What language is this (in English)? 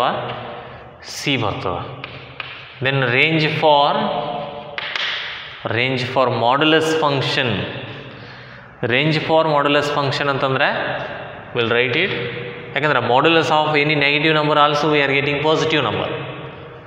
Kannada